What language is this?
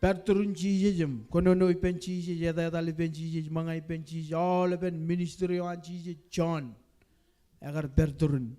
Marshallese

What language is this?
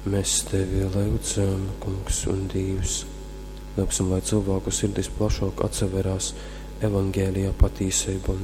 Latgalian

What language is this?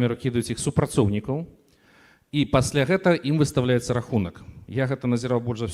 Belarusian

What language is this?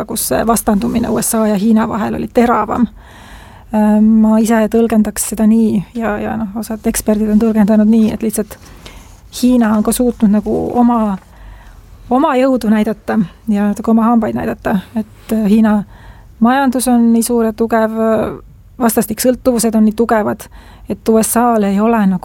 Estonian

